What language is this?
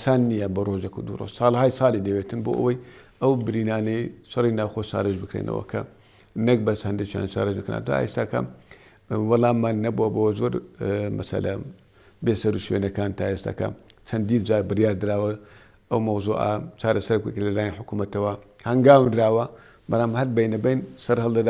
Central Kurdish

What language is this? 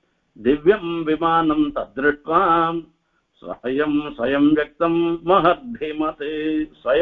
Tamil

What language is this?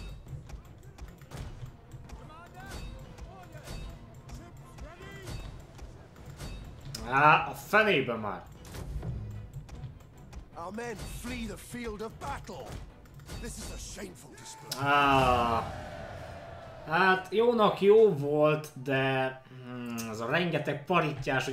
Hungarian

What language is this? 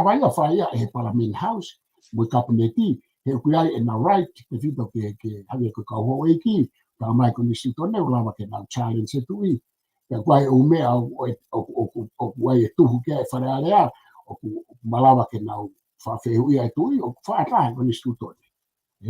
Tongan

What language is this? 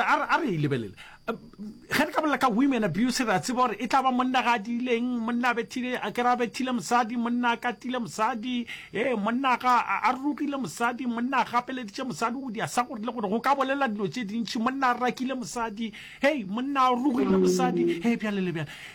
Northern Sotho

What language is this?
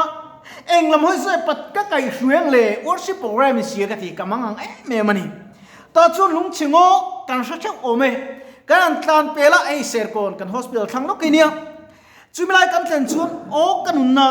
Mizo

